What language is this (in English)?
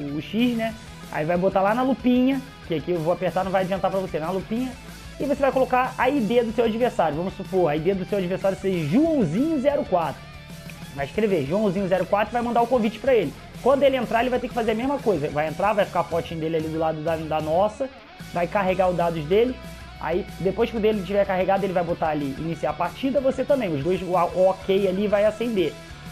Portuguese